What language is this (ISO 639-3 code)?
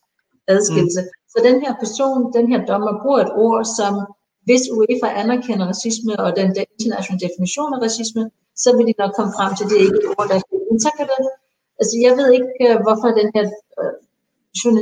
dan